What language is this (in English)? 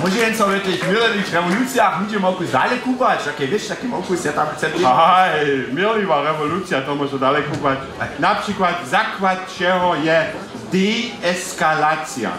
Upper Sorbian